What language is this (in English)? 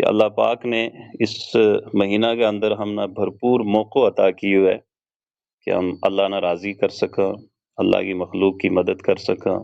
Gujari